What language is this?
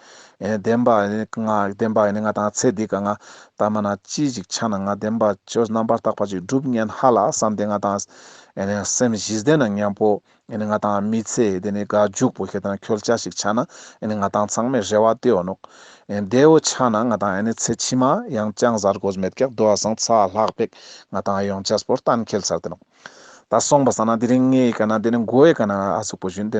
Ladakhi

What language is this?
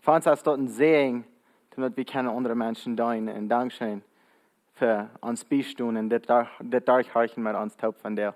Plautdietsch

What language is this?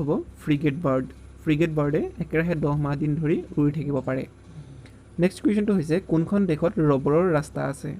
Assamese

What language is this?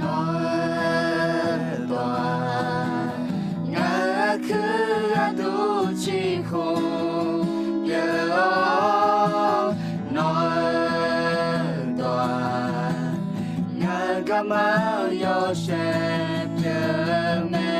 Akha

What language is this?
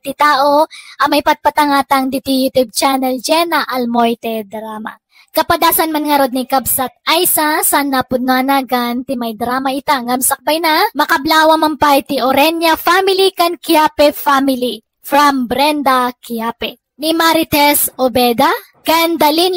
Iloko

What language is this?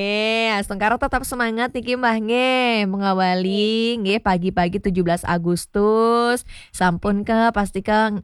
Balinese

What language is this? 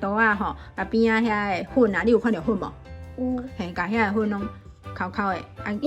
Min Nan Chinese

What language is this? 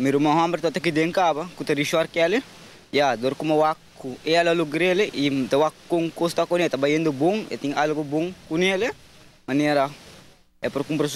Papiamento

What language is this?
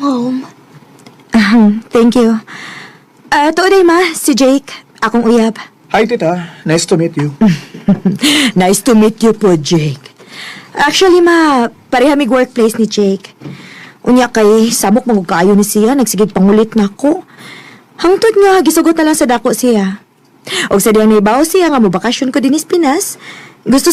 Cebuano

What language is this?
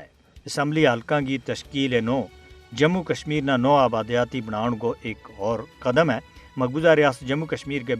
Gujari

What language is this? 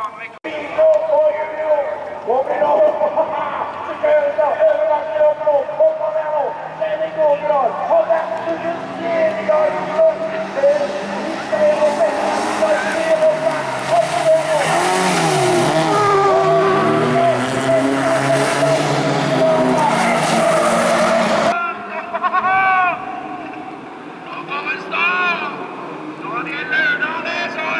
Norwegian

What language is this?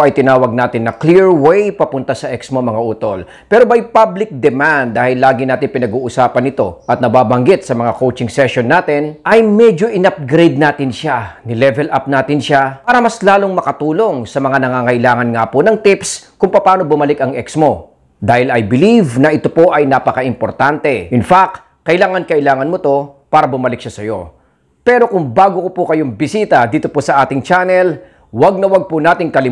Filipino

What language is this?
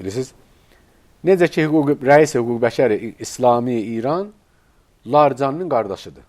Azerbaijani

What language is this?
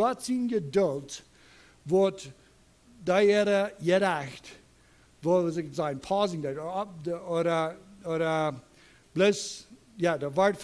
Plautdietsch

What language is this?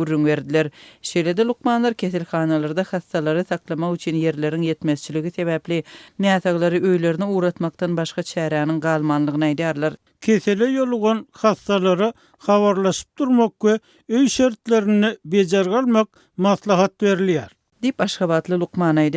Turkmen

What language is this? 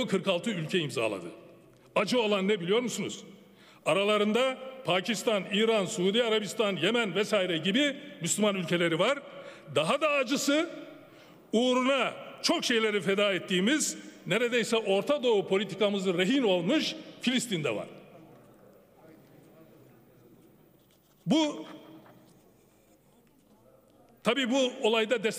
Turkish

